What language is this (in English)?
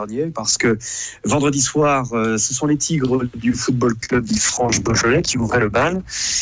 French